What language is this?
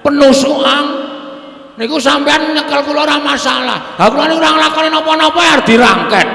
Javanese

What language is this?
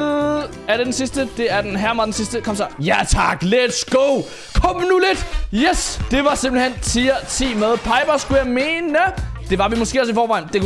Danish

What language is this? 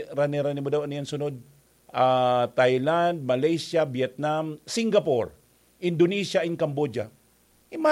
Bikol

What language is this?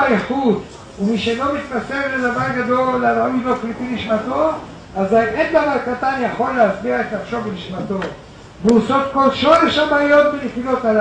Hebrew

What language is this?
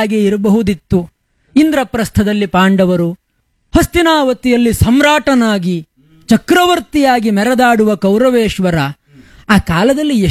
Kannada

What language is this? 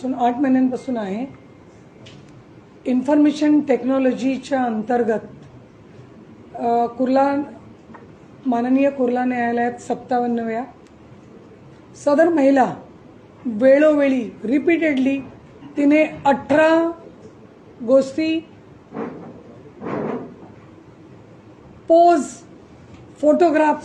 Marathi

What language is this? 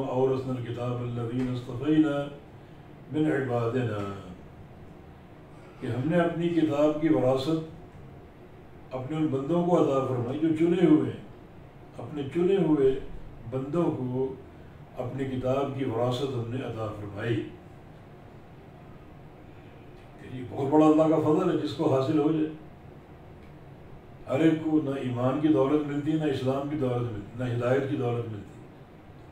Urdu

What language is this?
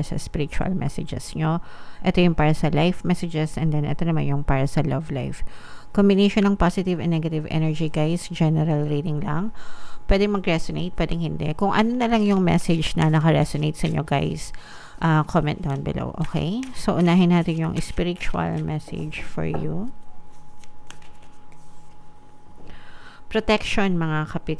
Filipino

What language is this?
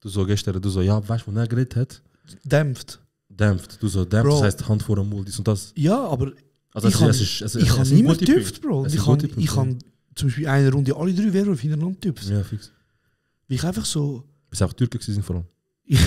Swiss German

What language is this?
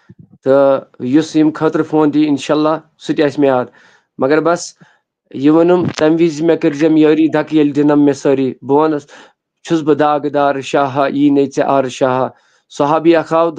Kashmiri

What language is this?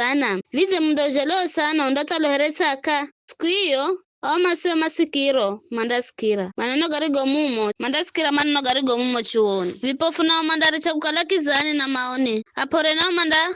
Giryama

